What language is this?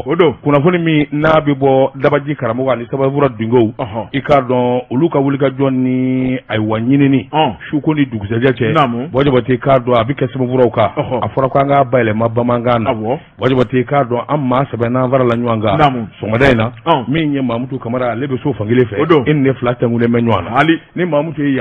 Bambara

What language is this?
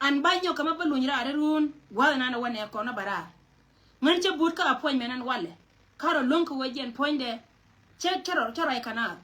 Nuer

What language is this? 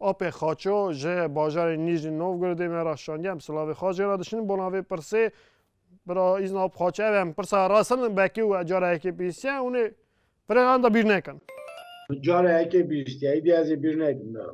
Kurdish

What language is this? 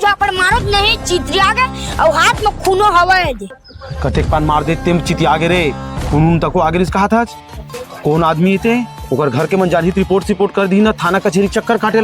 Chhattisgarhi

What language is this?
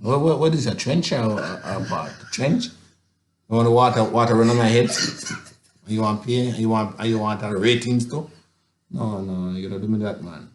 Jamaican Creole English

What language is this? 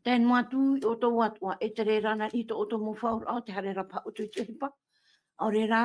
Tahitian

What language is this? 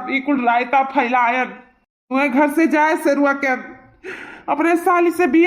Awadhi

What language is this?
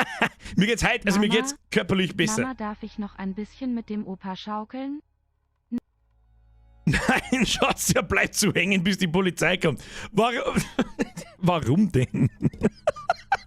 Bavarian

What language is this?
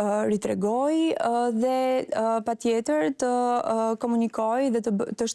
Albanian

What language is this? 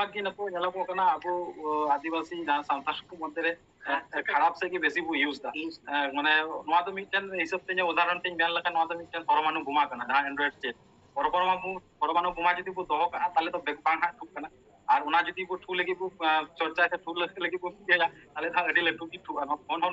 Santali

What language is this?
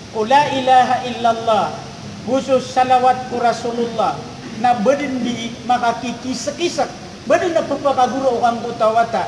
Maranao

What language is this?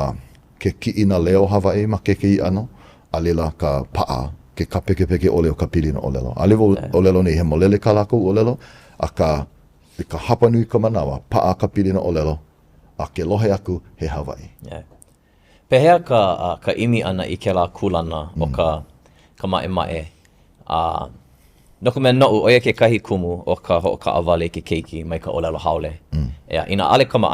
Hawaiian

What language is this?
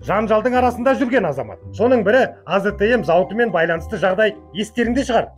Kazakh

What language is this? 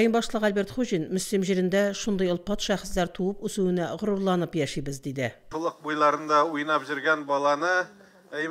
Tatar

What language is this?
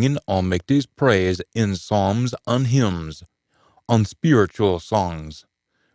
Scots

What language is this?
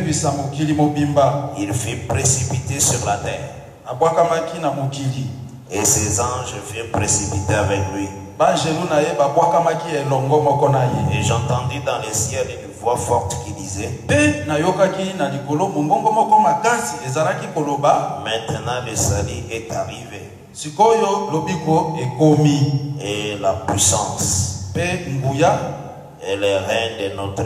French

